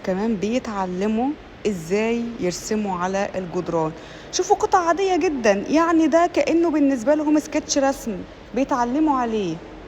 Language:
Egyptian Arabic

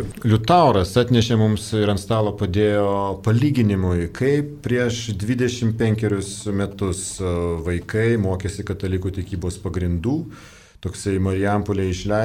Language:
Lithuanian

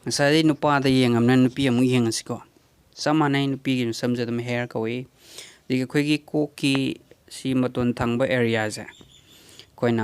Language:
Manipuri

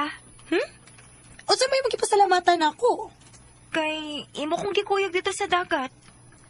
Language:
Cebuano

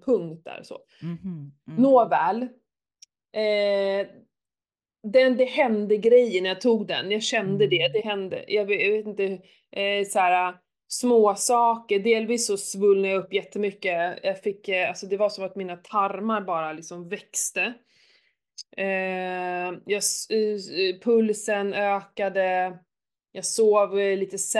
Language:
Swedish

